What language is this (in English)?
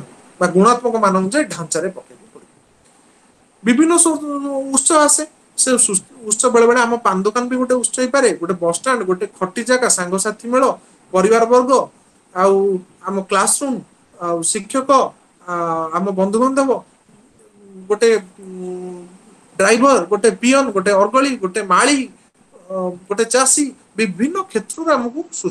Odia